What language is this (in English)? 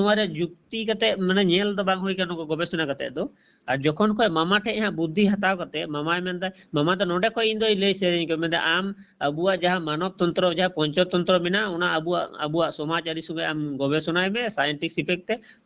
Santali